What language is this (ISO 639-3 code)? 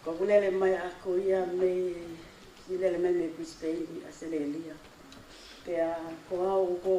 ton